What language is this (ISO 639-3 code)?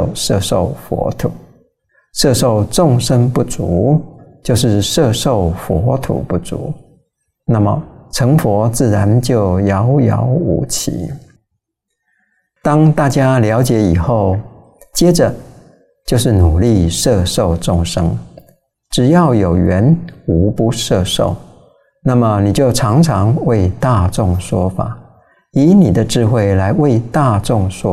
zho